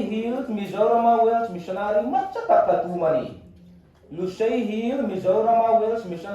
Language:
Hmar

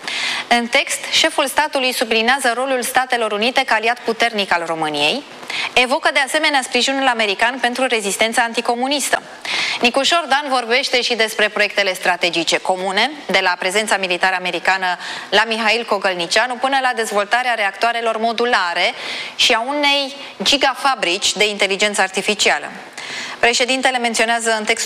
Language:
Romanian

